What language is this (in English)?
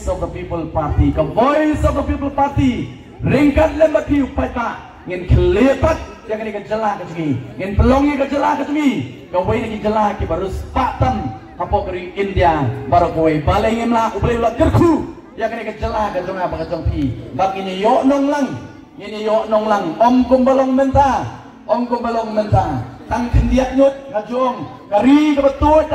Khasi